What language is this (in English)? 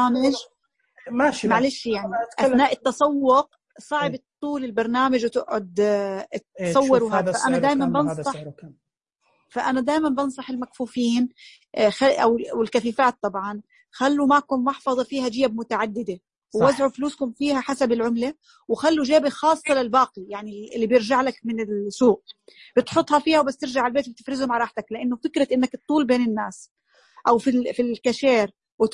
Najdi Arabic